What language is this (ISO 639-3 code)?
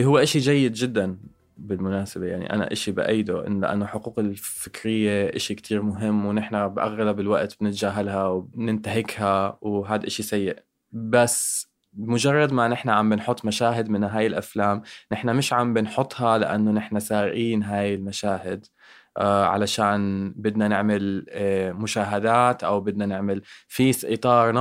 apc